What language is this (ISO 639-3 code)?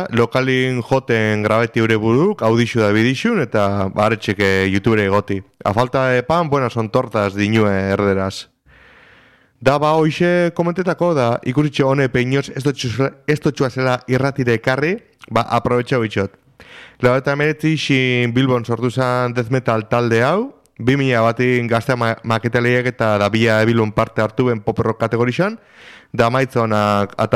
eus